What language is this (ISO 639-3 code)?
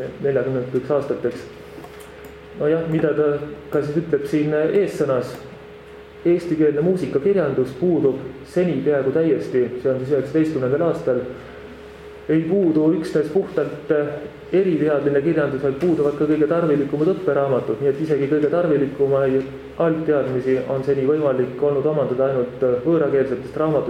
est